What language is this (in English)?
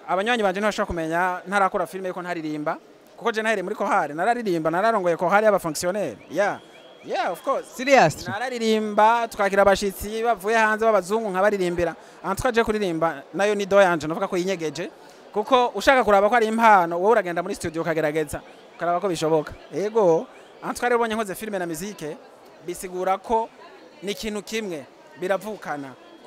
Rundi